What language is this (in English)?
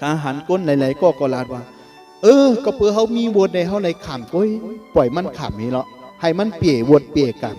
Shan